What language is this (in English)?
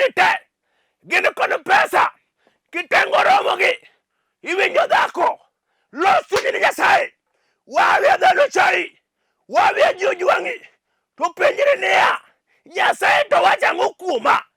Luo (Kenya and Tanzania)